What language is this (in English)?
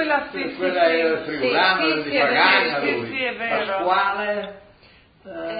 Italian